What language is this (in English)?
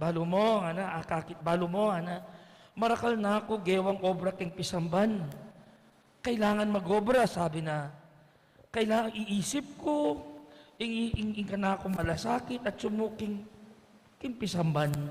Pampanga